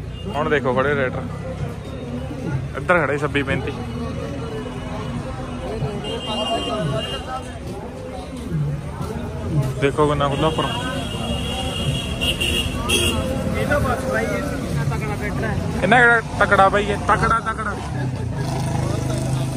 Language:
Punjabi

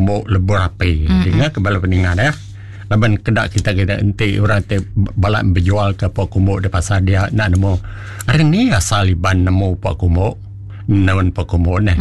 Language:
Iban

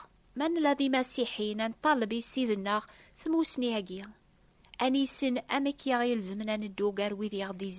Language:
Kabyle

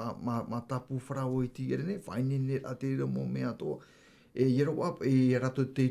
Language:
Tahitian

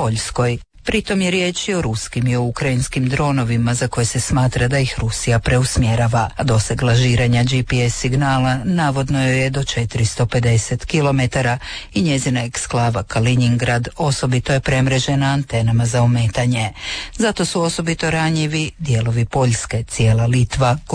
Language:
Croatian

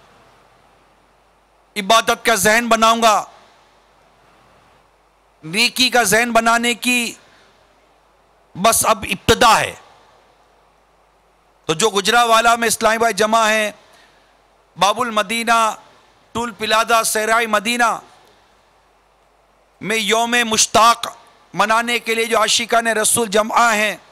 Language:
Urdu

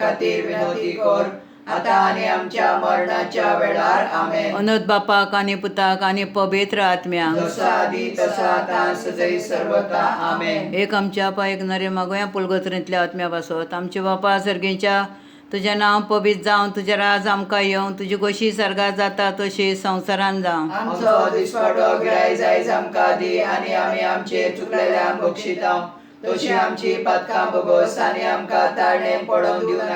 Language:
Konkani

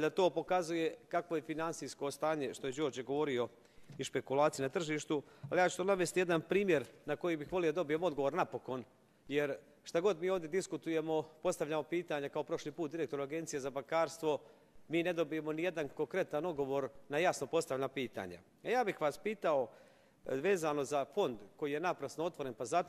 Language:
Serbian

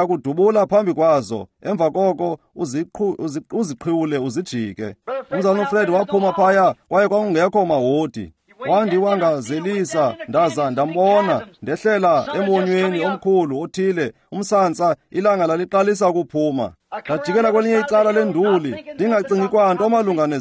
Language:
Xhosa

